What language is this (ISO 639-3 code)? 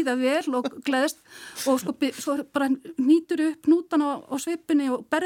isl